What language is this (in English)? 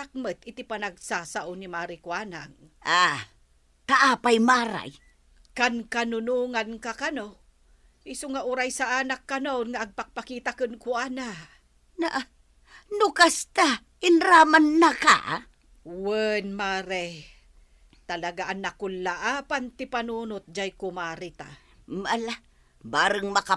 Iloko